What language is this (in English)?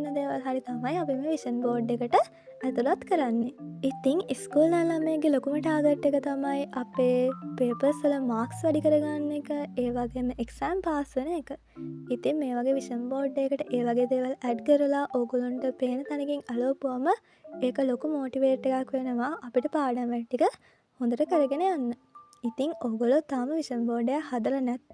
Sinhala